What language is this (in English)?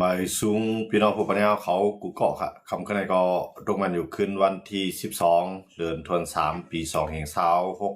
Shan